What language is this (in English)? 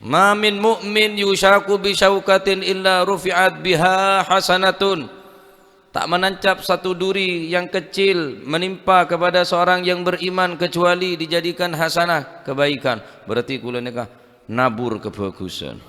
Madurese